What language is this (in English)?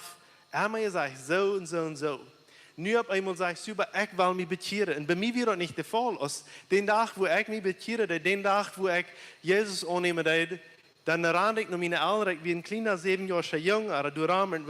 Plautdietsch